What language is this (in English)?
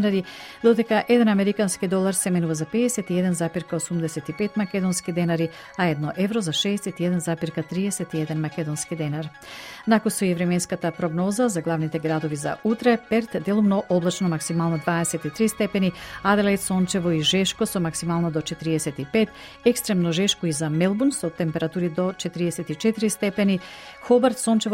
Macedonian